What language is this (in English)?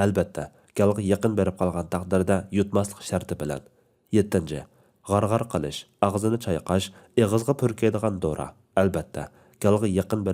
Uyghur